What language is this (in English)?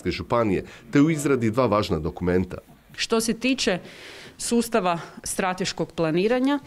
Croatian